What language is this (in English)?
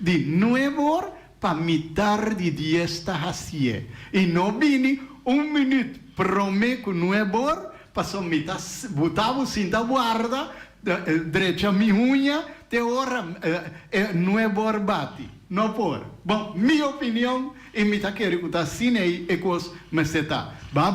Papiamento